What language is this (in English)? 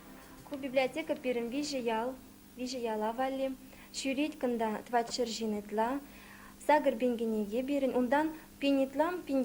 Chuvash